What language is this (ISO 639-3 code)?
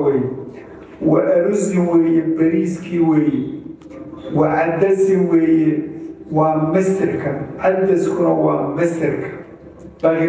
som